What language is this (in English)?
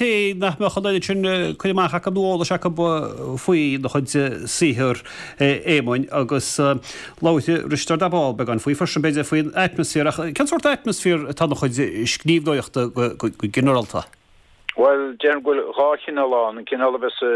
Irish